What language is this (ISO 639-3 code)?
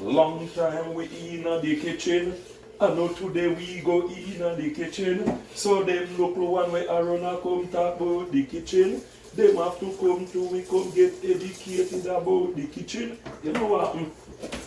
jam